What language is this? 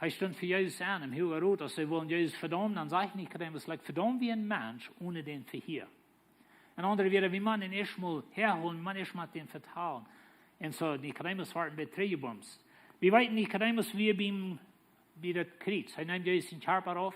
Plautdietsch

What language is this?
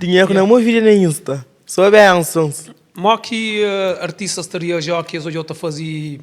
Kabuverdianu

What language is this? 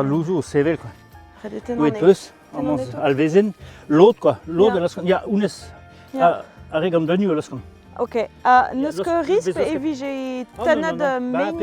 Breton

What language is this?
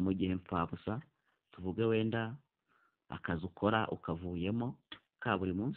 Kinyarwanda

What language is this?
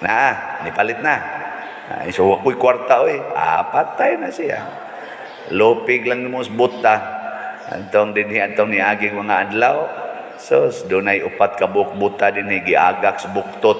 Cebuano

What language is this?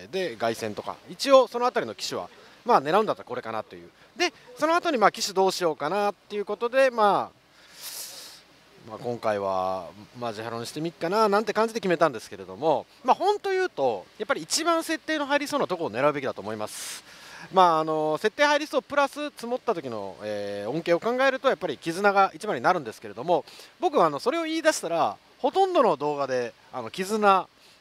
Japanese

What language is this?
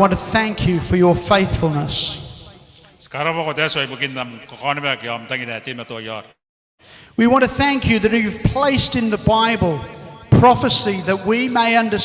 Gilbertese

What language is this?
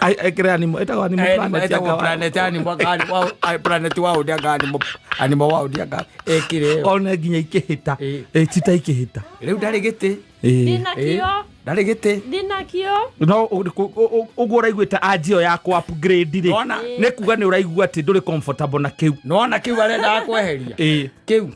Kikuyu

